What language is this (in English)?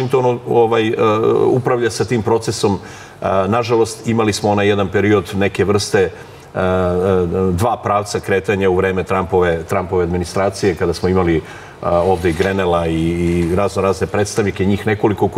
Serbian